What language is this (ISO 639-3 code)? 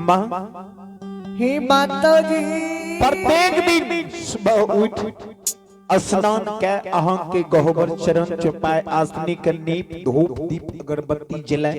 mai